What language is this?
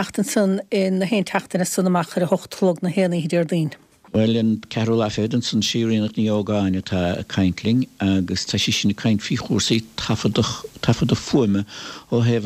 Irish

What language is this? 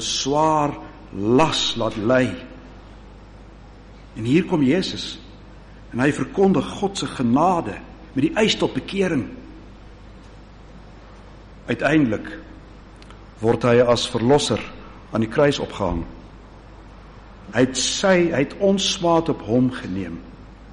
Afrikaans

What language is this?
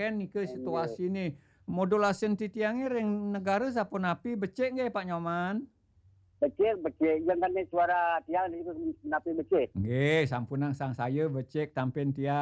Balinese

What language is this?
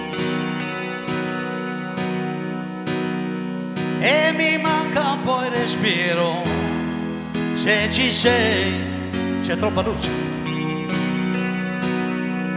Italian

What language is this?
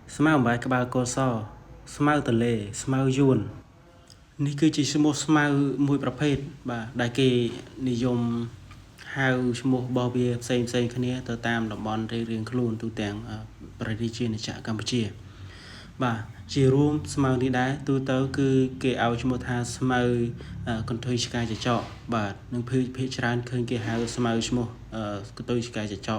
Khmer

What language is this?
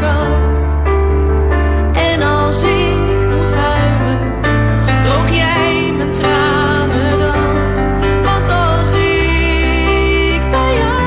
Dutch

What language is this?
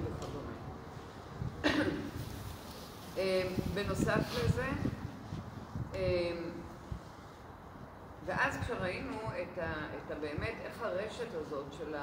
Hebrew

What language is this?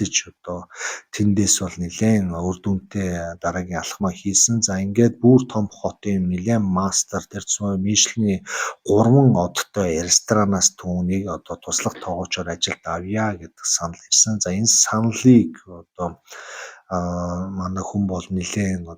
Mongolian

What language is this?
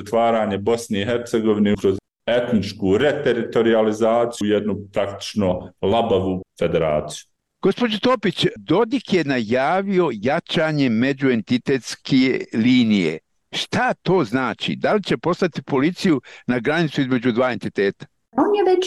Bosnian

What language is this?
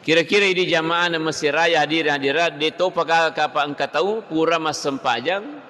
Buginese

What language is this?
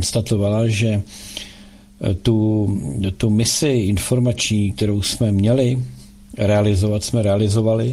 Czech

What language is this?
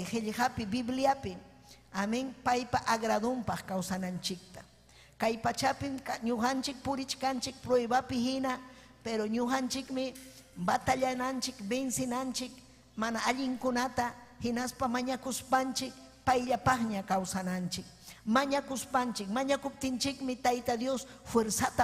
Ayacucho Quechua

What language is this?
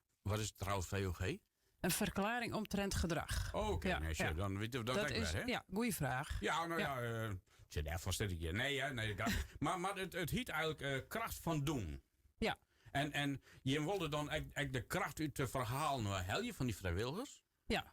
Western Frisian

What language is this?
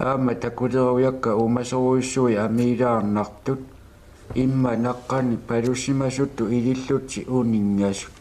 Kalaallisut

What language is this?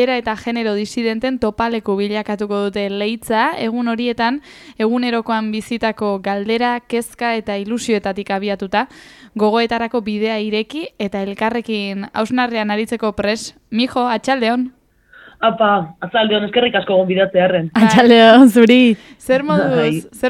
Basque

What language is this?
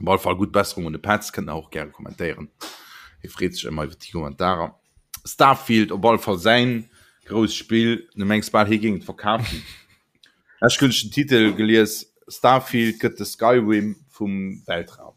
Luxembourgish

